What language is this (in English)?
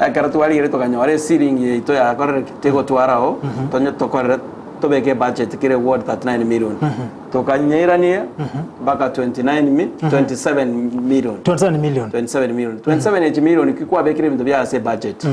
Gusii